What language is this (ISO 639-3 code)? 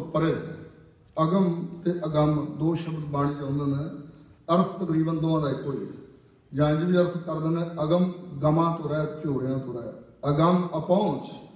pan